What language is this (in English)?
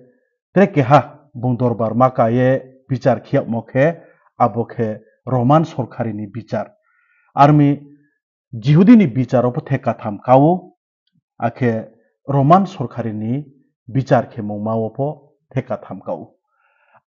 Riang (India)